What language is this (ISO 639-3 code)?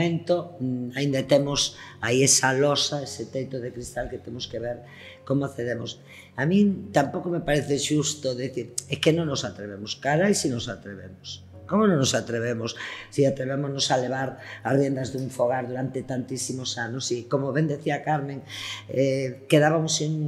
glg